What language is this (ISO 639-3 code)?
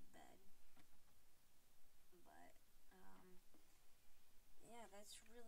eng